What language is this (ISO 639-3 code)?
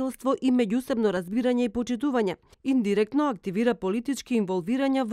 mkd